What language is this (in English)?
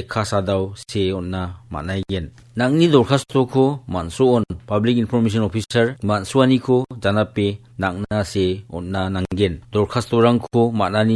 Garo